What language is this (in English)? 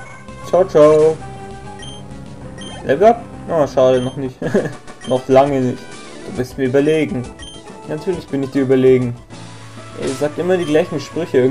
German